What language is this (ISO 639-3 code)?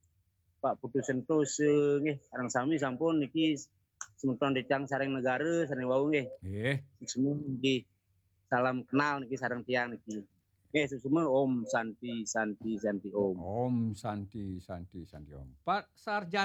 ban